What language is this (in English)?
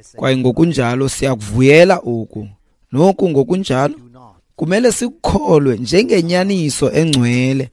Xhosa